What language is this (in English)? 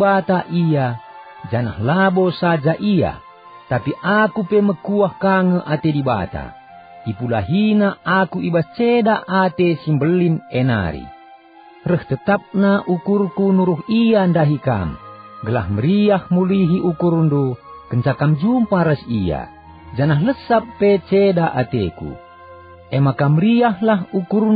Batak Karo